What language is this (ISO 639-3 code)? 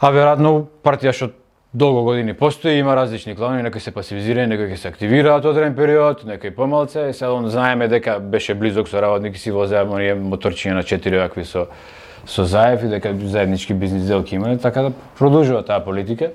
mkd